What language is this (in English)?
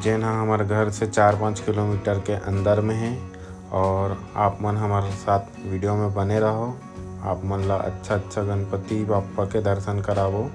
Chhattisgarhi